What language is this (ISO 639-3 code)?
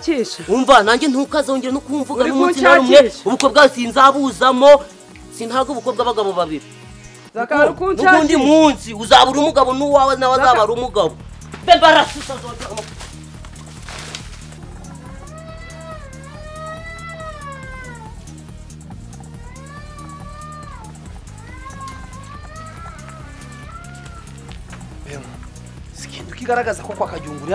kin